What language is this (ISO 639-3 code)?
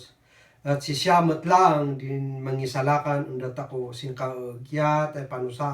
kne